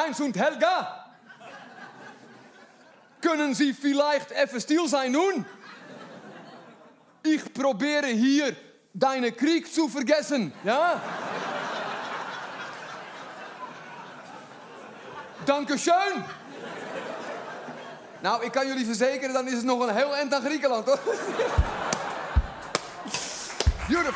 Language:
Dutch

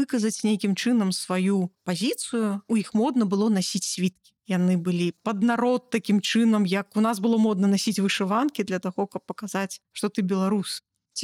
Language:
Belarusian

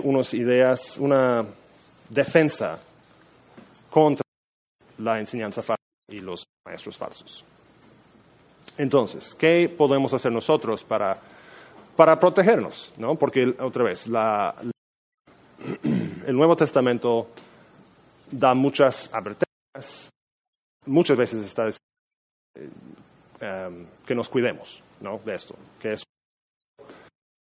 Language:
Spanish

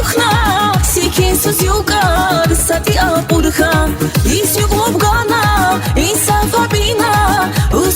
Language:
Tabassaran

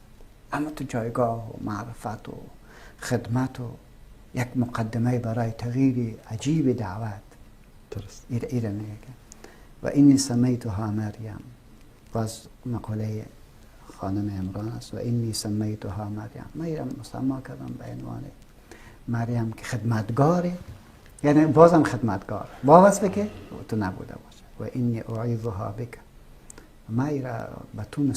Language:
Persian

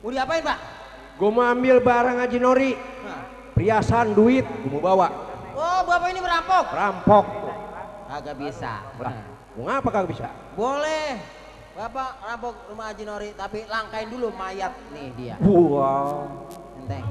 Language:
Betawi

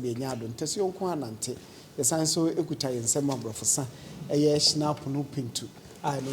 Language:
Akan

